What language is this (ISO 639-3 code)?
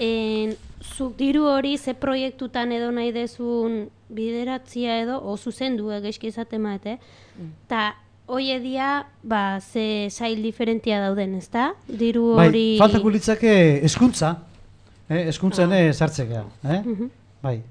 eus